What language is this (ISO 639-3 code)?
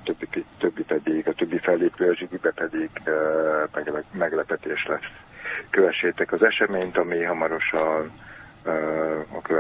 hun